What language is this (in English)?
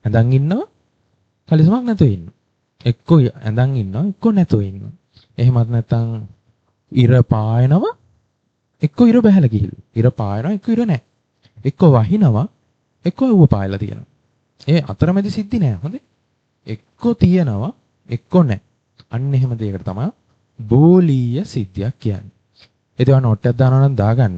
Sinhala